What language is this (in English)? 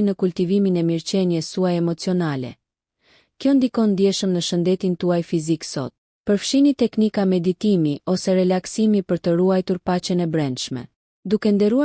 Albanian